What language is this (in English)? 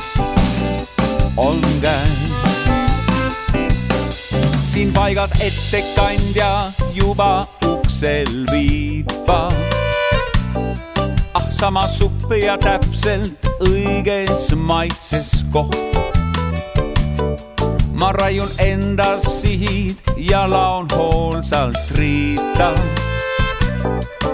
Estonian